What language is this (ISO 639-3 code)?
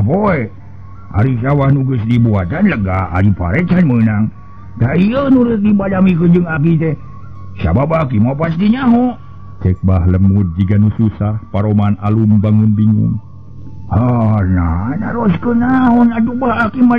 sun